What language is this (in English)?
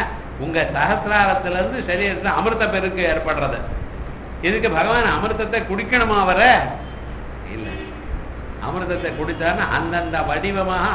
Tamil